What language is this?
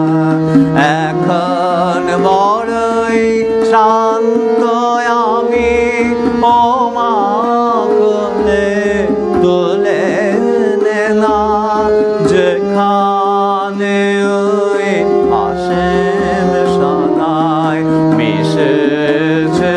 Bangla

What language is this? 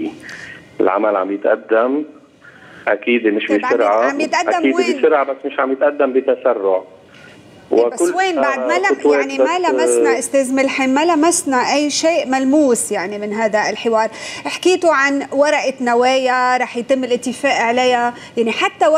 North Levantine Arabic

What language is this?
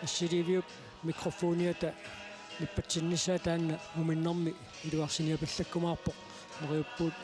Kalaallisut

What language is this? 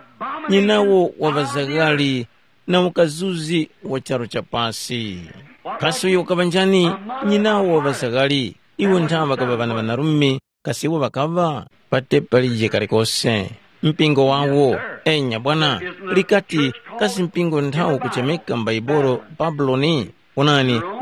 Tumbuka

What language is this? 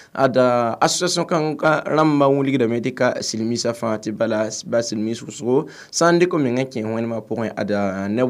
Mossi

